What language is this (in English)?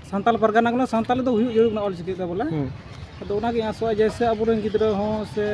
Santali